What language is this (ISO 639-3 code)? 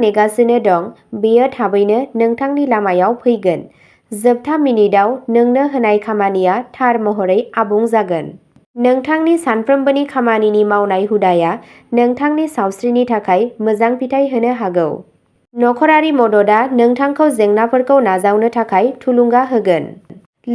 brx